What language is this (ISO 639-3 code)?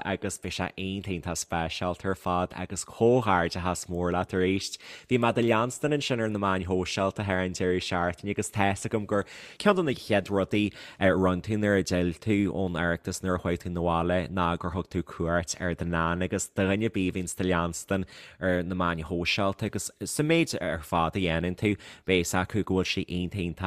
gle